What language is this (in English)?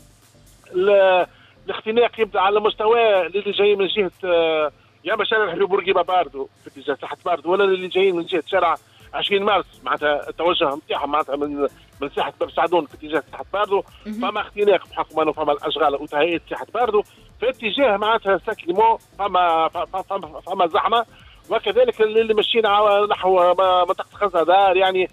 Tunisian Arabic